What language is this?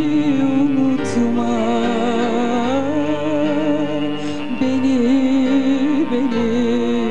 Turkish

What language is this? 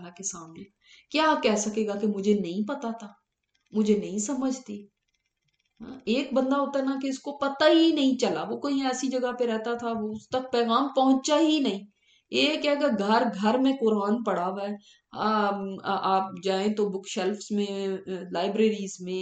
Urdu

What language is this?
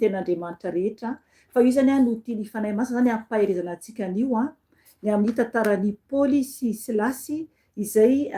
Malagasy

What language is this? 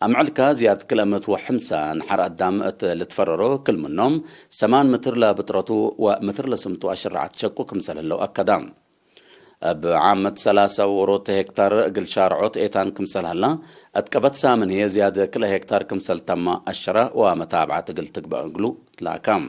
Tigre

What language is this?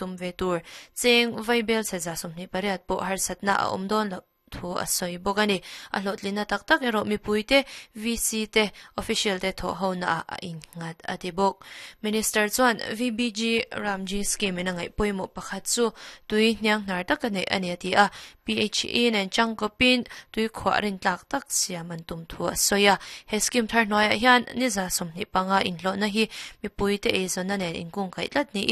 Mizo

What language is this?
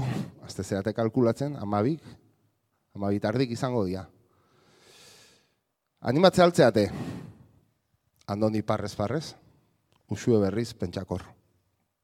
Basque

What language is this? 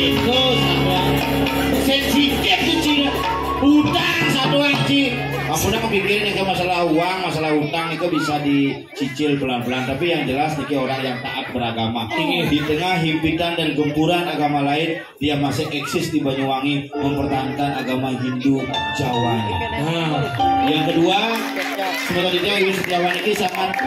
Balinese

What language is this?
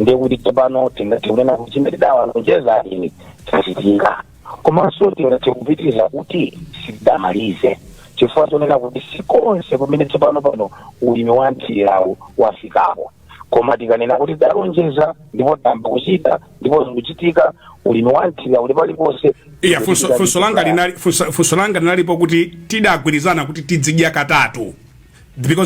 Nyanja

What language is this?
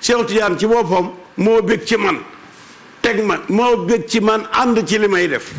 Wolof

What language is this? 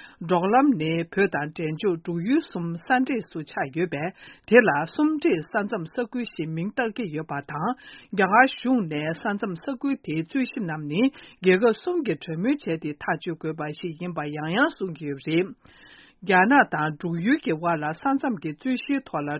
Tibetan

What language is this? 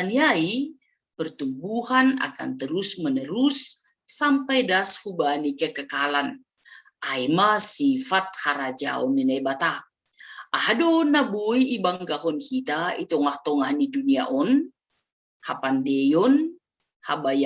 Batak Simalungun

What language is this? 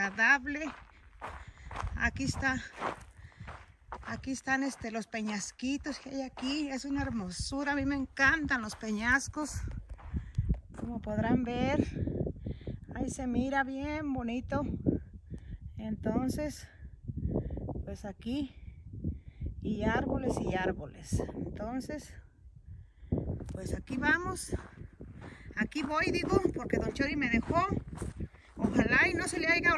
Spanish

